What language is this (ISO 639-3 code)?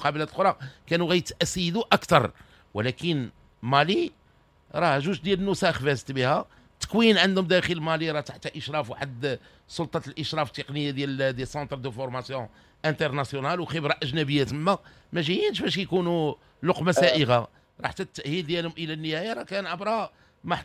ary